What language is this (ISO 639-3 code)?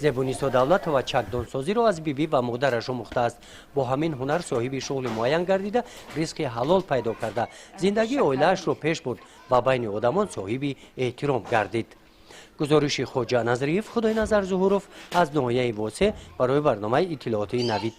tgk